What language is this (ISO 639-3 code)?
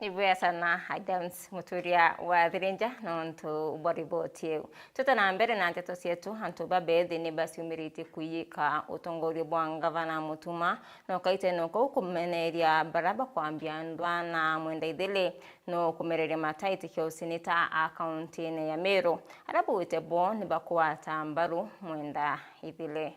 mer